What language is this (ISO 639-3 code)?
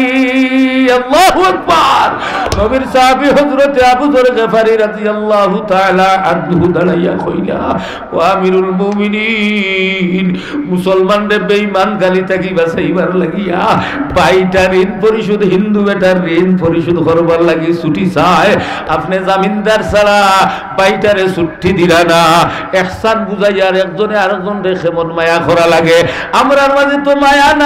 syl